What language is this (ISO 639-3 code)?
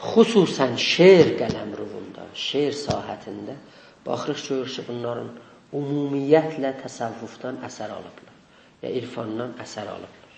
azb